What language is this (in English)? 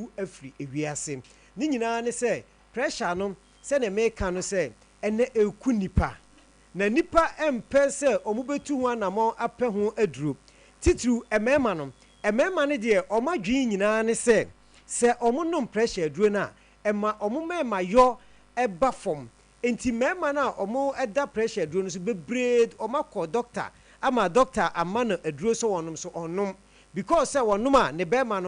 Akan